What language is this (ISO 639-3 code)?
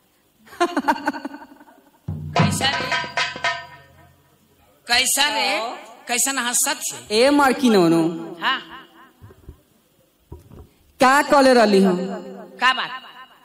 bho